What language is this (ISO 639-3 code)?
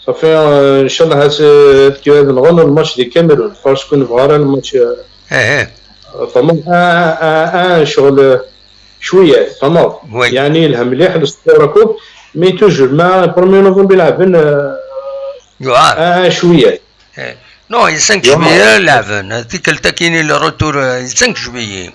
kab